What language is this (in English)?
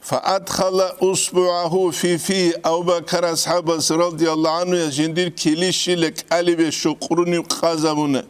Avaric